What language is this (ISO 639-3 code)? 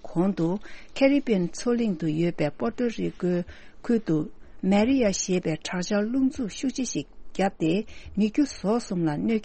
bod